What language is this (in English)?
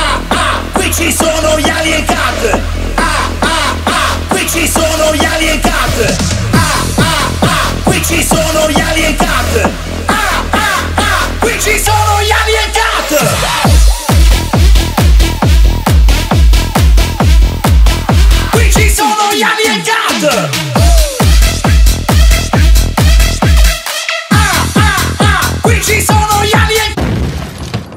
Italian